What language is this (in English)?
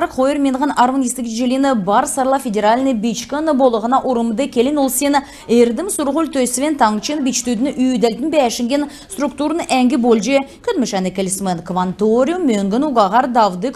Kalmyk